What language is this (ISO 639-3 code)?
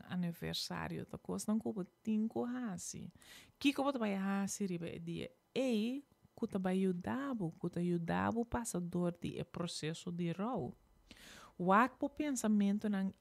pap